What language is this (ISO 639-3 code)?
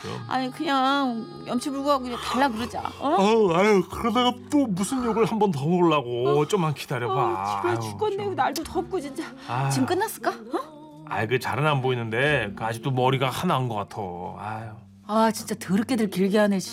kor